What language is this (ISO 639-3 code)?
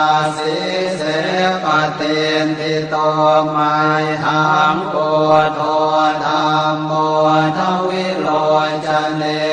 pli